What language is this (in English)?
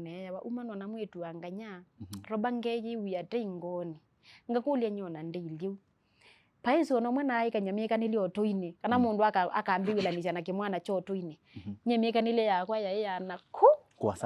Kamba